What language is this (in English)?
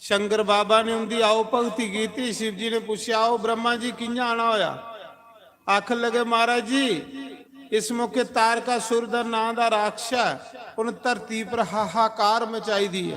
Dogri